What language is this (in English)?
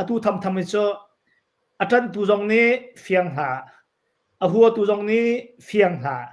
Hakha Chin